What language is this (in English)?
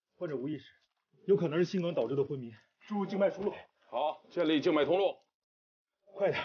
Chinese